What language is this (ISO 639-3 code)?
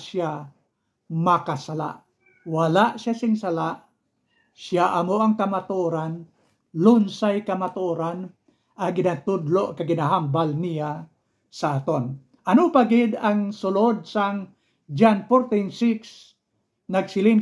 hil